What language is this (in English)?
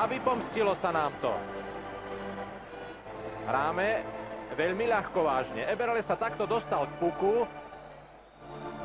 Slovak